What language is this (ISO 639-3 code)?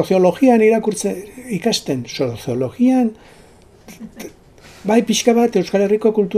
eus